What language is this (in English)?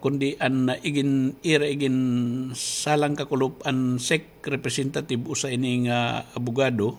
Waray